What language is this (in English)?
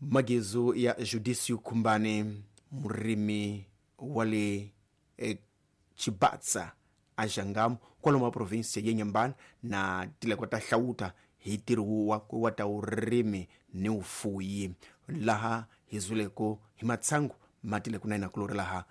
Tsonga